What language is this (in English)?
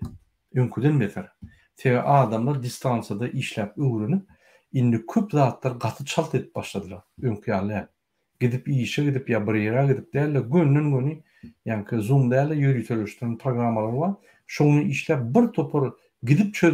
Turkmen